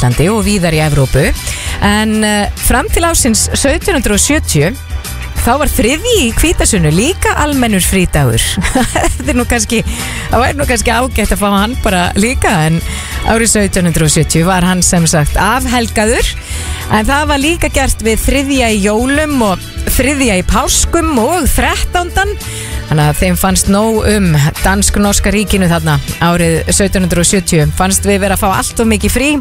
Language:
Icelandic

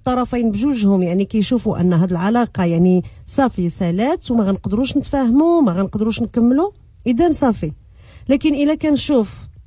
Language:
Moroccan Arabic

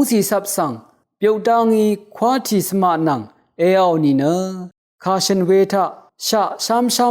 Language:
Rawang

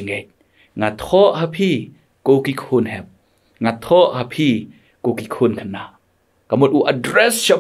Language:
Khasi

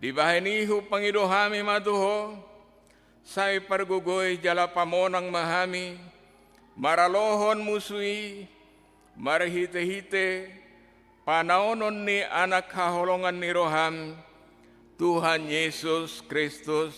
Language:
Batak Toba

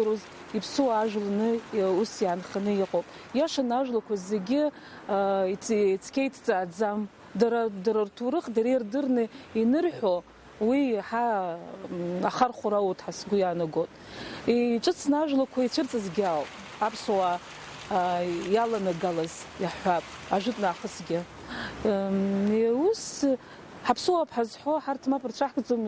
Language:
Abkhazian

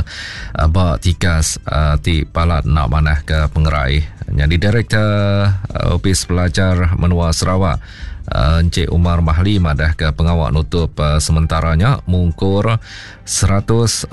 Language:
Iban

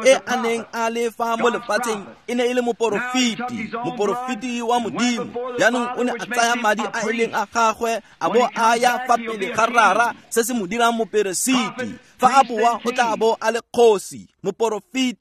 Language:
Tswana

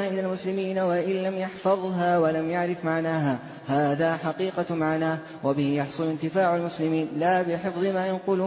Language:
Arabic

